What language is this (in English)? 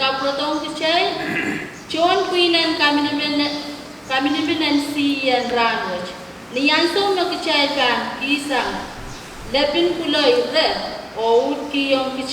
Pohnpeian